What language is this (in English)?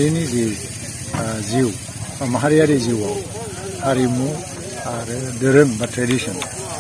Bodo